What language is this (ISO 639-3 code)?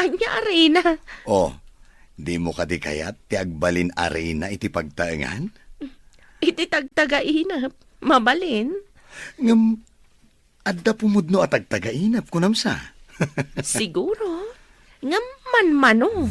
ilo